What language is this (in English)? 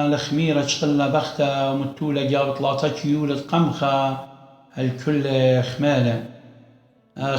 Assyrian Neo-Aramaic